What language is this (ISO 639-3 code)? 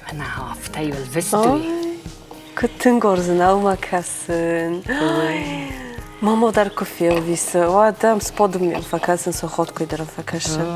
oss